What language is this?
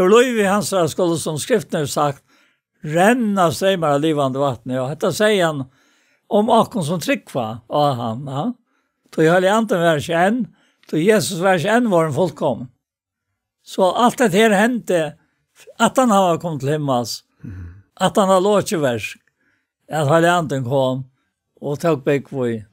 Faroese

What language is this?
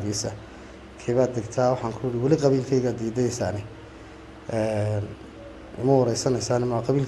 Somali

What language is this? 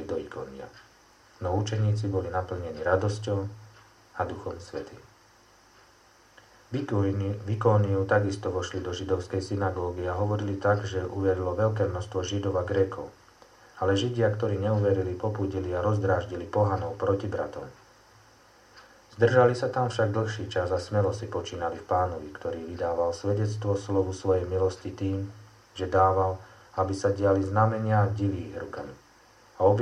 Slovak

